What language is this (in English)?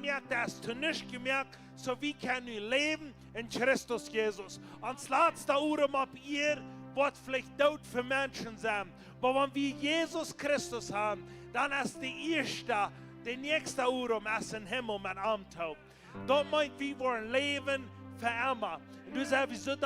Plautdietsch